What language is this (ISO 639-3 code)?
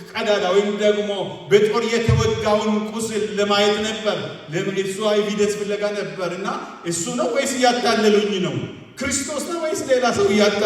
amh